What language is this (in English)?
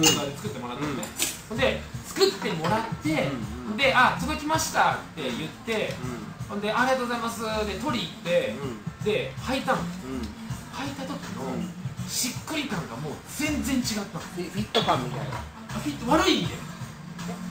Japanese